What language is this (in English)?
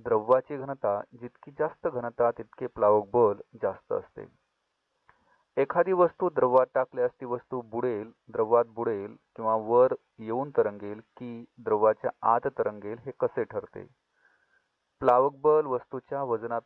Marathi